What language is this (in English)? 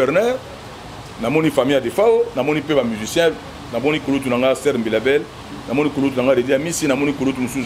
Lingala